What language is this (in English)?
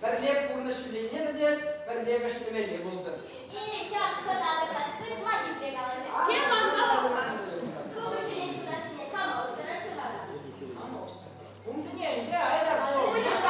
Chuvash